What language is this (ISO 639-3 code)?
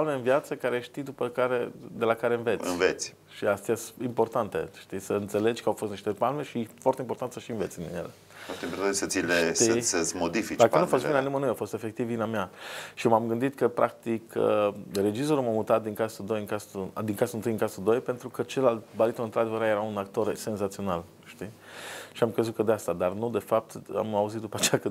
ron